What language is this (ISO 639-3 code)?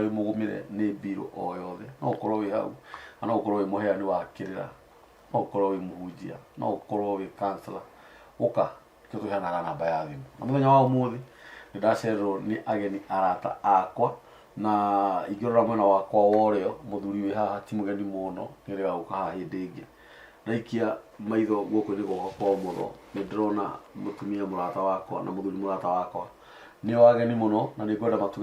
kik